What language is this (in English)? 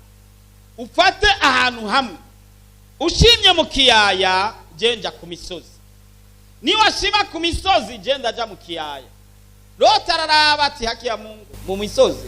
Rundi